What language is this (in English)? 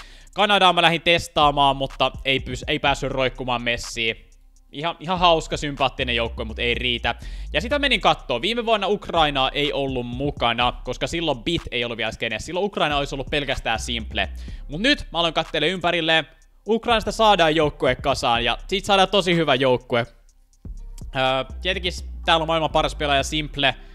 Finnish